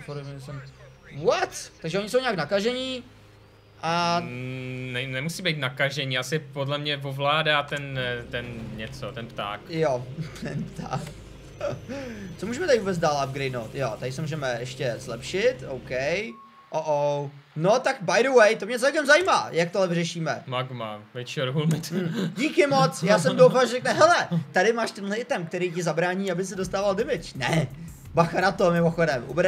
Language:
Czech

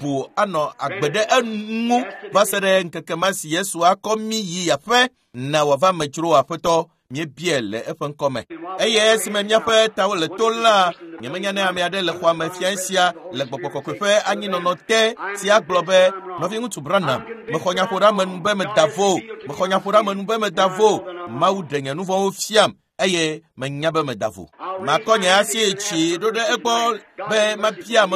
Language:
Ewe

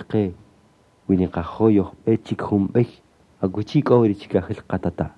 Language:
Kaqchikel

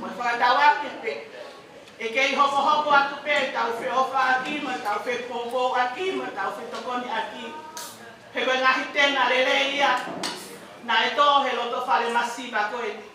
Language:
Tongan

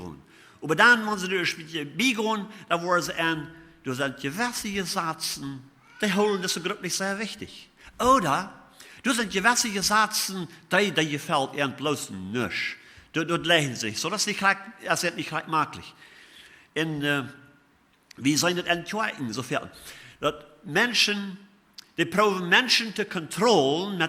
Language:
Plautdietsch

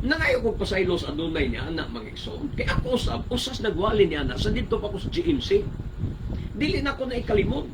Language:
Cebuano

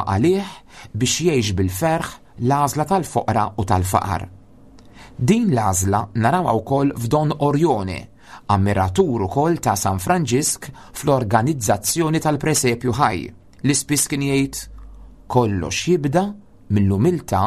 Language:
Maltese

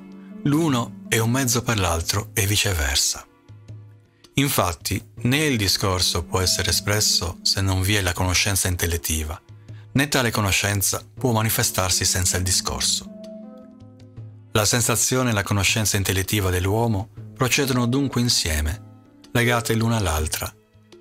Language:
Italian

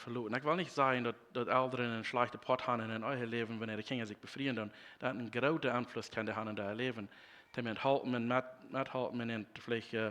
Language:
Plautdietsch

